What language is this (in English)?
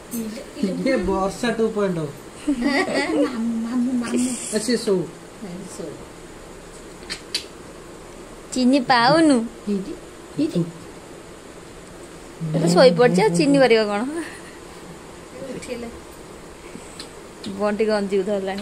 Odia